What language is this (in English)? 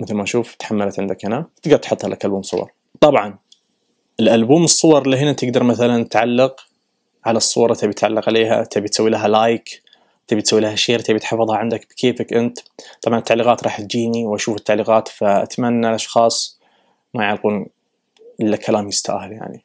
Najdi Arabic